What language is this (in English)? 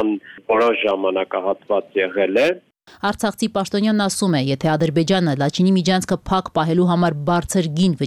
Armenian